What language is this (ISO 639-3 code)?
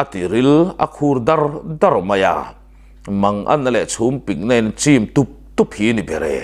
lus